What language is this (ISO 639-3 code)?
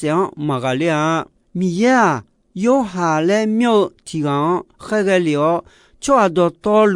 ahk